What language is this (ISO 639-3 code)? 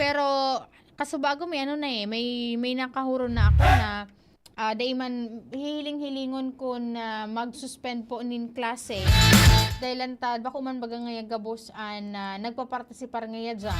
bik